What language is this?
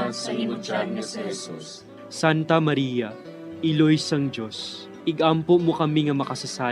Hiligaynon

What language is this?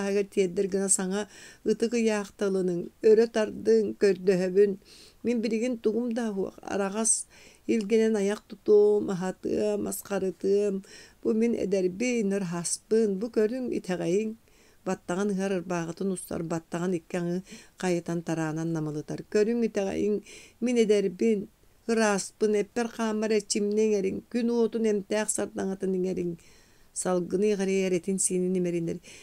Yakut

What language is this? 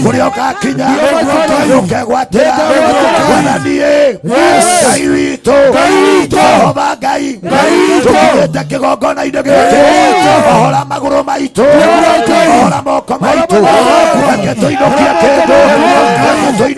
Kikuyu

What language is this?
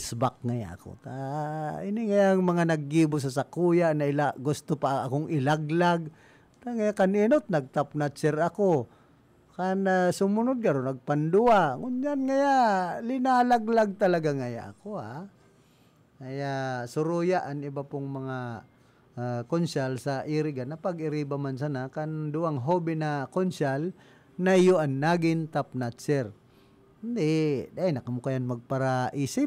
Bikol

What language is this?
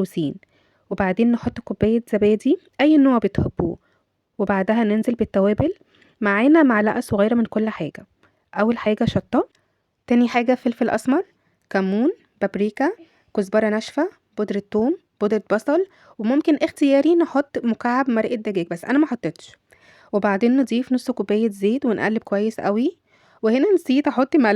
Egyptian Arabic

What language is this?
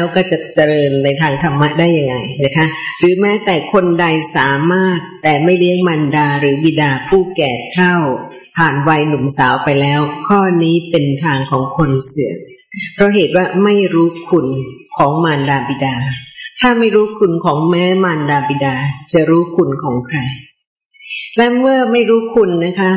Thai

